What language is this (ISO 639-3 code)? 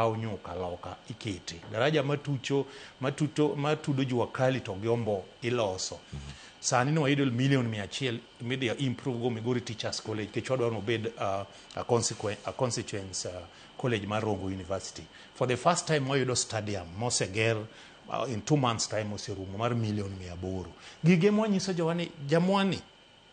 luo